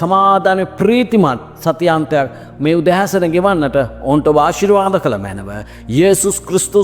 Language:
Sinhala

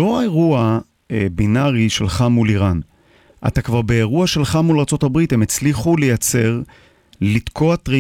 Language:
Hebrew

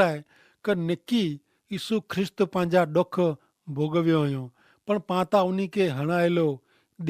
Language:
Kachhi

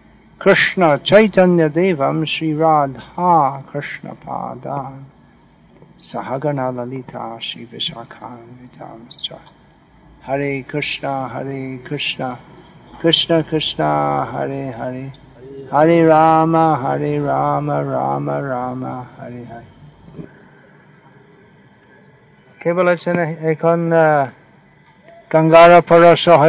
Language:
Bangla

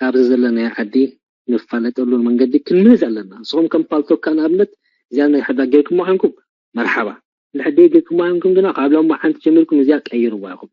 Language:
Tigrinya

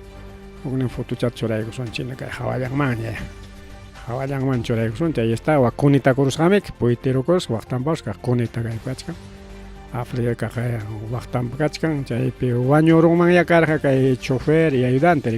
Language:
Ayacucho Quechua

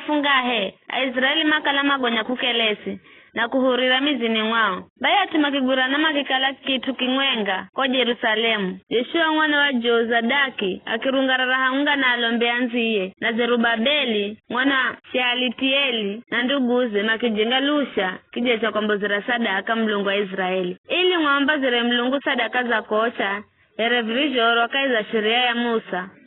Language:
Giryama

